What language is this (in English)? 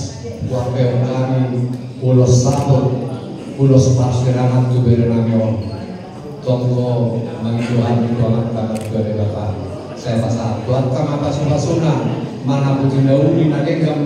Batak Toba